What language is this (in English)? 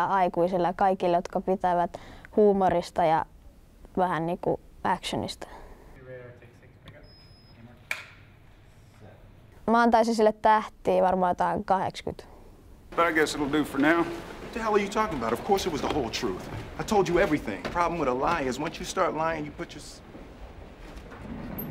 Finnish